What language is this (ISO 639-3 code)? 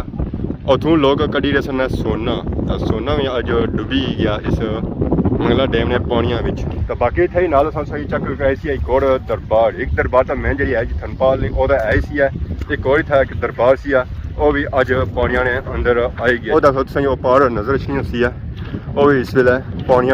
phr